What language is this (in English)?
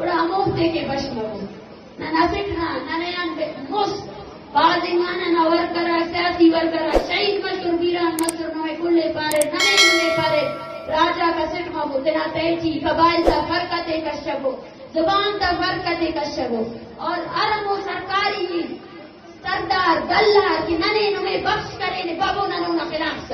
Eastern Balochi